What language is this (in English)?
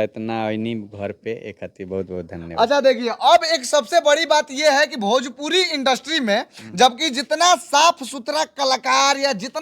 Bhojpuri